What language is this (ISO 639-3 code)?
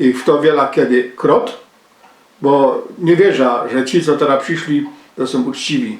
szl